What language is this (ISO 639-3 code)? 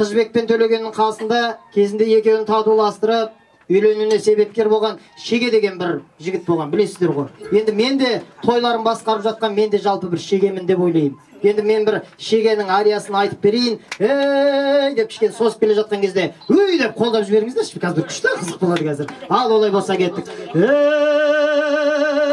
kaz